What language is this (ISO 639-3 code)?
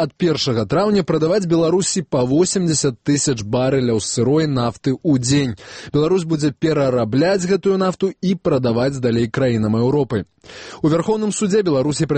bel